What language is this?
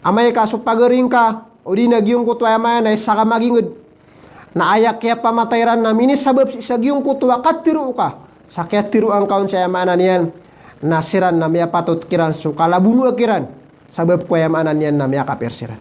Maranao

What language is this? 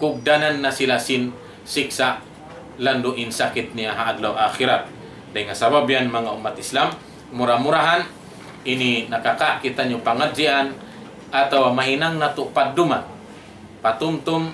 Tausug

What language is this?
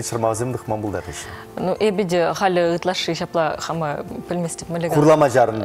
Chuvash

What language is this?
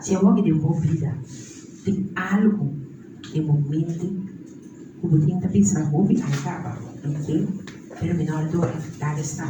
Papiamento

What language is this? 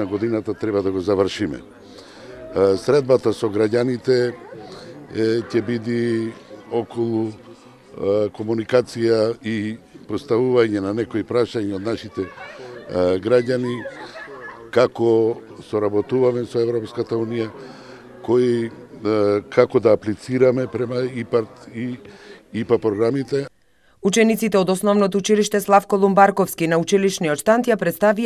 Macedonian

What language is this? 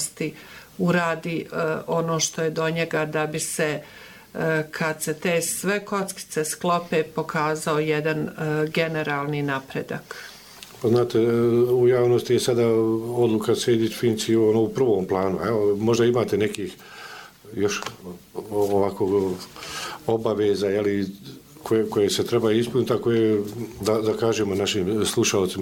Bosnian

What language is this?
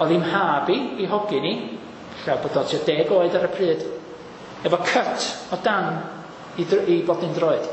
Welsh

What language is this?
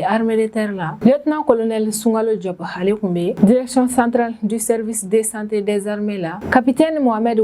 Bambara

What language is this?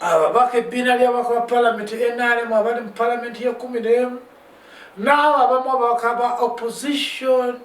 Ganda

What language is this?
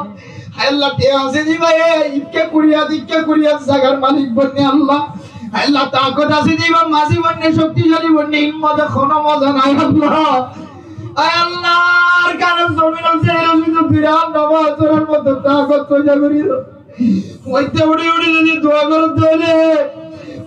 Rohingya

